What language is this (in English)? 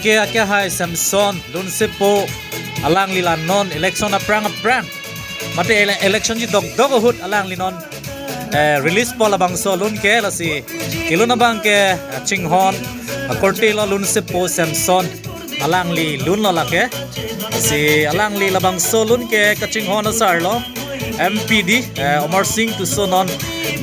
Karbi